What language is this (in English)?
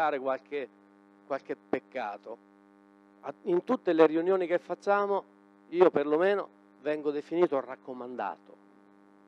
Italian